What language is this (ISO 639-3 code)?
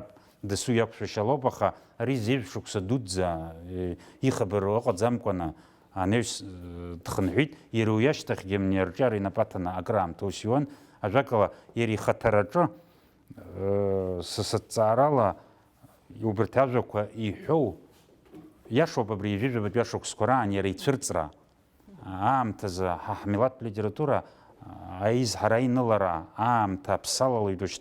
abk